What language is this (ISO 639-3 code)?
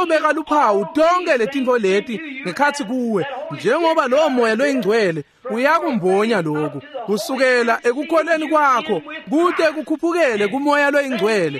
ssw